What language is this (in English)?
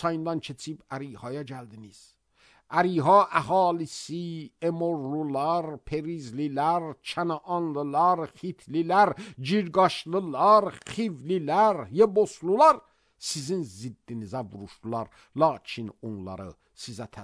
Azerbaijani